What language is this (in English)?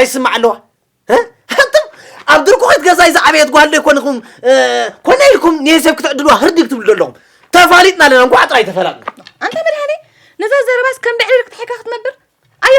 Tigrinya